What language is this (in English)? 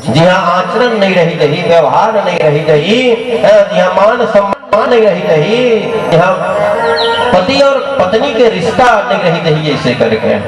Chhattisgarhi